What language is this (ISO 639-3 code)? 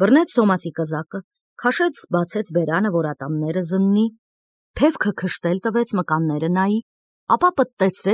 hye